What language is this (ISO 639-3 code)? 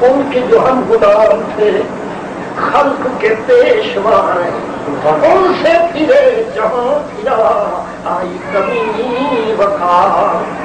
skr